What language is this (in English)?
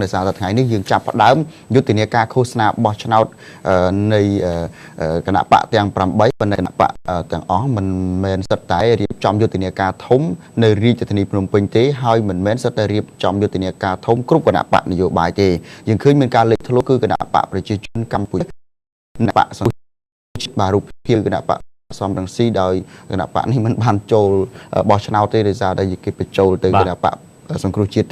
Khmer